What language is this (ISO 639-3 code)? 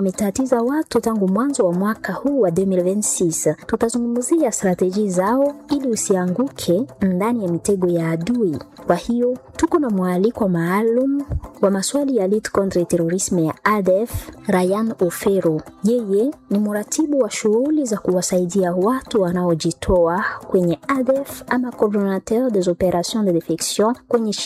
swa